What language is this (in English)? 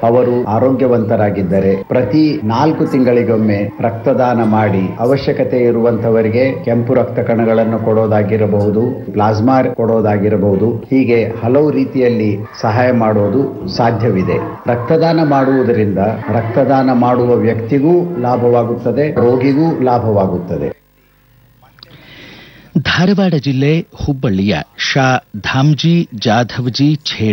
Kannada